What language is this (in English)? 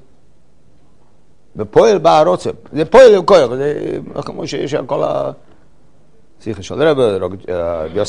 Hebrew